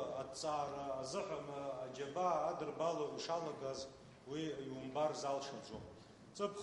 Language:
Abkhazian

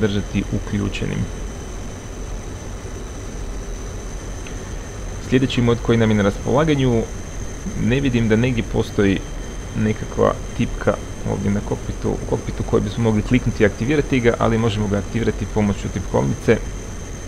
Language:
Croatian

